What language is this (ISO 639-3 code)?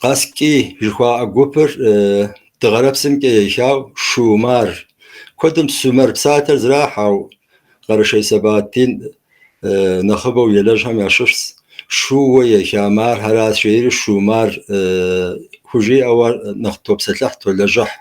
kbd